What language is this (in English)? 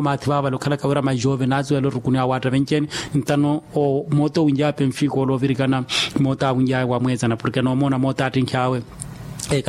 Makhuwa